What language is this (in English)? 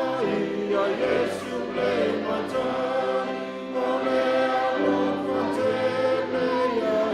Samoan